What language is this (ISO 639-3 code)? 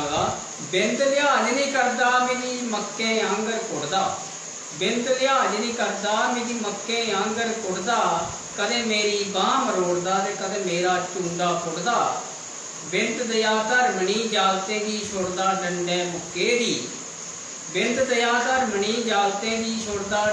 doi